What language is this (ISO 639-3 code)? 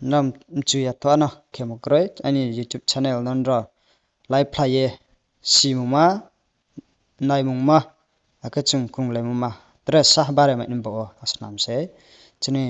ria